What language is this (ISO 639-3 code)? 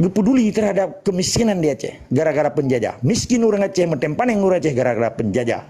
ace